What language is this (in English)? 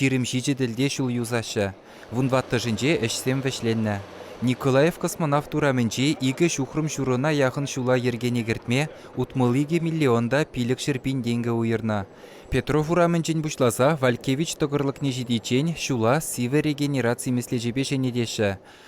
Chuvash